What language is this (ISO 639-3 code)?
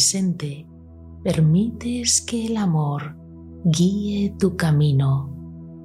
spa